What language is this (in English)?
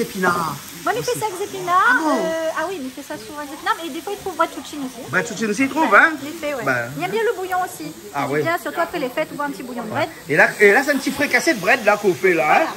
Réunion Creole French